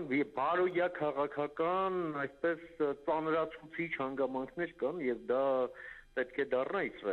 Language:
Armenian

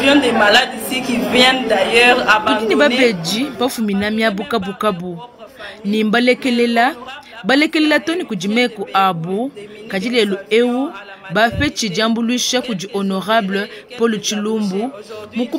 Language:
Luba-Lulua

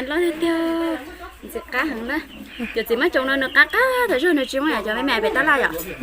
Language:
Hmong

